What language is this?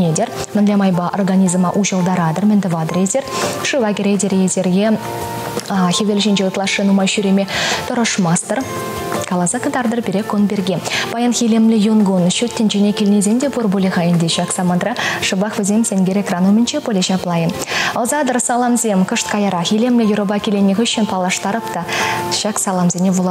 Chuvash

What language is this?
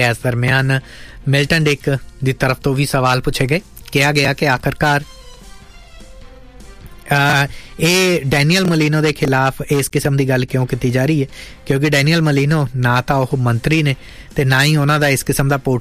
Punjabi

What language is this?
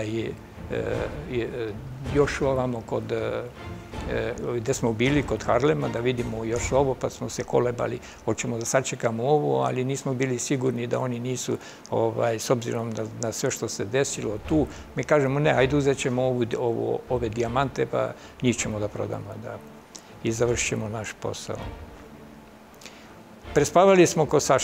Serbian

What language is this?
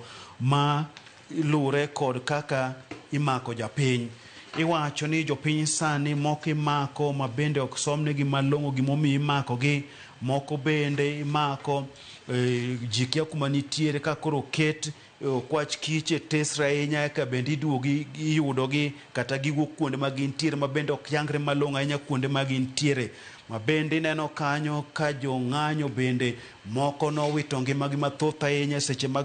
Luo (Kenya and Tanzania)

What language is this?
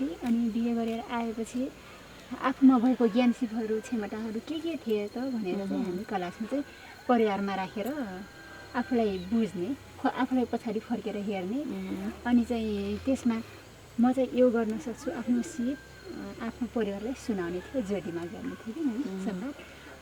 Nepali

